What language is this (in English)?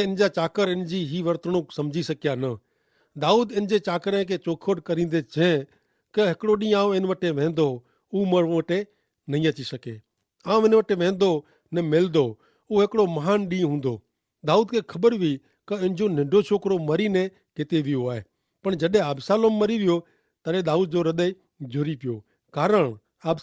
Kachhi